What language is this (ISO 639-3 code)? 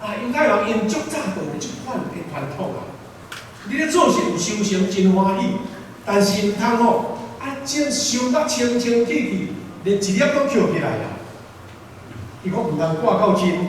nan